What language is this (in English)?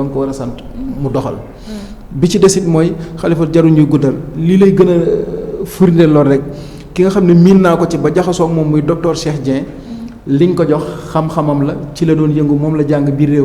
Wolof